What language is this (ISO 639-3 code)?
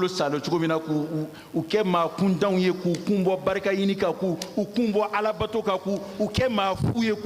bam